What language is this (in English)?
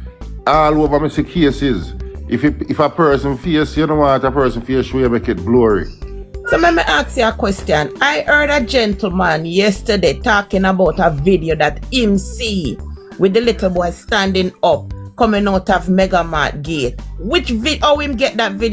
Jamaican Creole English